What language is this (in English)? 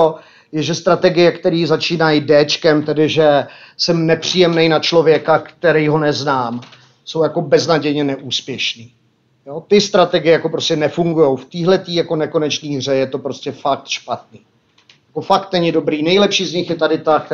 Czech